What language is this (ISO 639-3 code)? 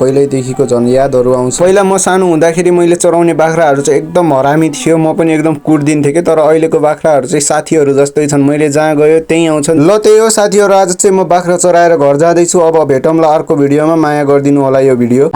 nep